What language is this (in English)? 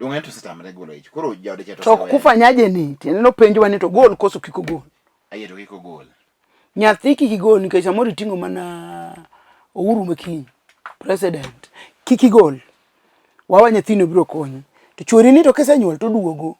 Luo (Kenya and Tanzania)